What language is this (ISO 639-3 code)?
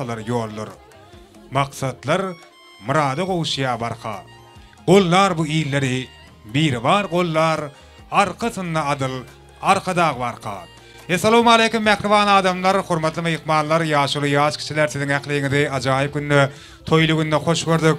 tuk